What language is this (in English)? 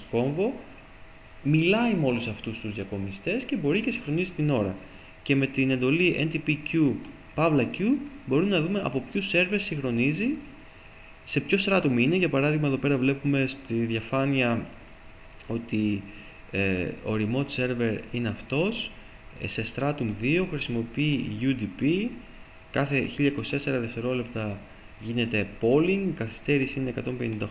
Greek